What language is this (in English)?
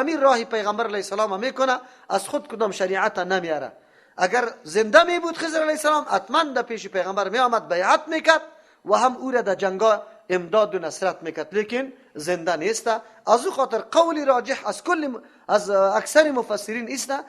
Persian